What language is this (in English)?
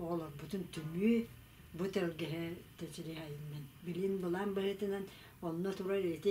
Yakut